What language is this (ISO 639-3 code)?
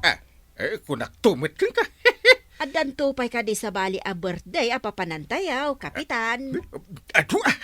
ilo